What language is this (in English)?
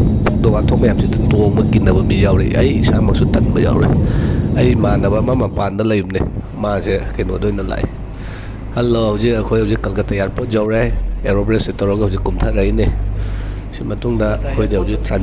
Manipuri